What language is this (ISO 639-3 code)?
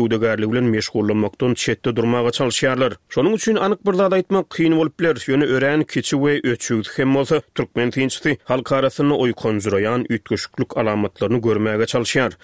tuk